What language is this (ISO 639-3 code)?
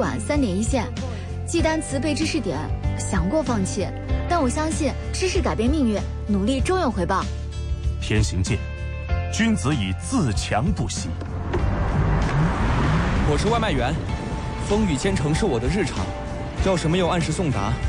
zho